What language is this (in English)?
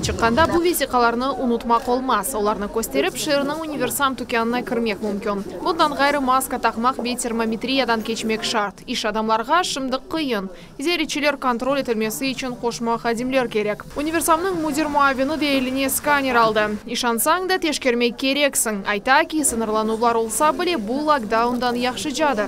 Crimean Tatar